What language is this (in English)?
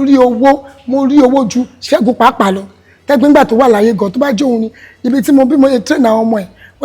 Yoruba